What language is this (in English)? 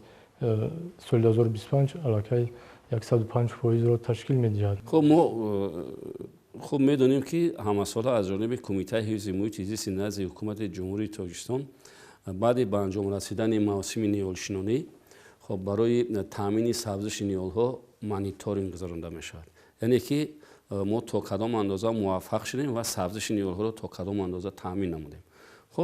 Tajik